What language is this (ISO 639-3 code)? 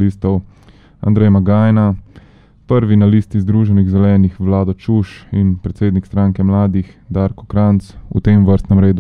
slv